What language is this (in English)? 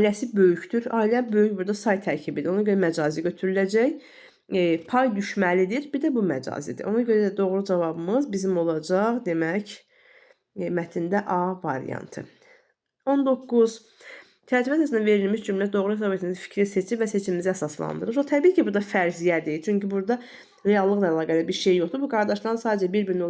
Azerbaijani